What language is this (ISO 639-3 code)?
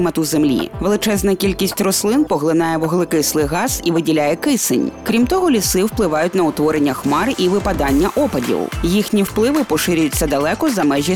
ukr